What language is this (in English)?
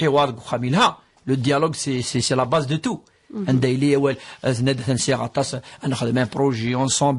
Kabyle